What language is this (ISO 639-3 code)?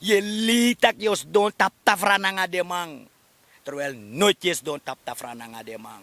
srn